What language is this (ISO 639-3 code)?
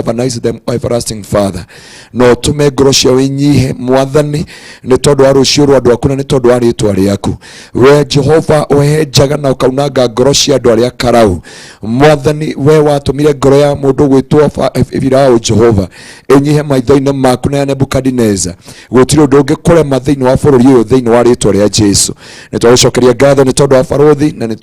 kik